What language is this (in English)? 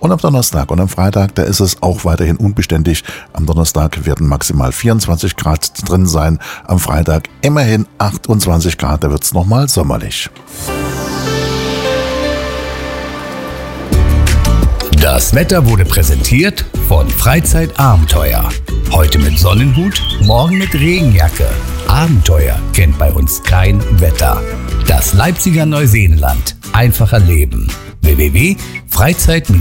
German